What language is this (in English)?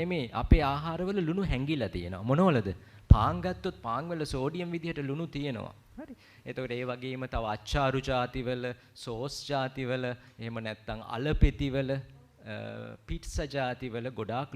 Sinhala